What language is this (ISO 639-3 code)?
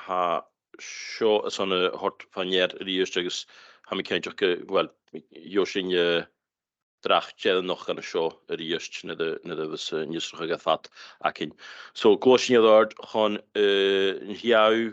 gla